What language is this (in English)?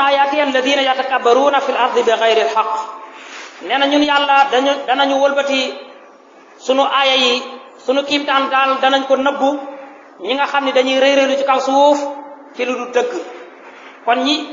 Wolof